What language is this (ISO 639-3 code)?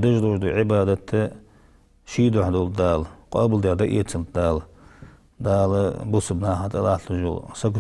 inh